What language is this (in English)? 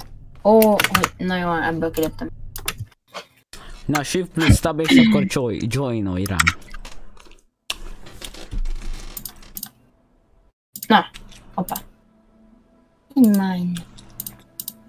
Hungarian